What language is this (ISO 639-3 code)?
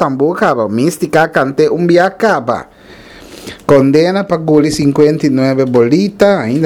pap